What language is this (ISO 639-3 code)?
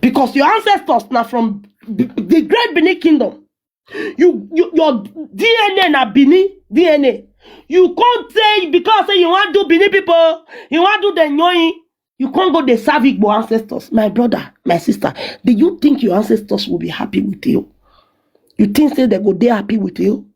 pcm